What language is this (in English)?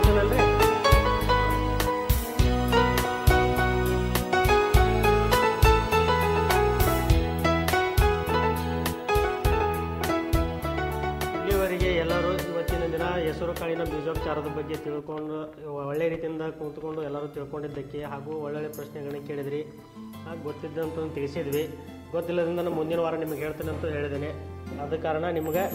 Kannada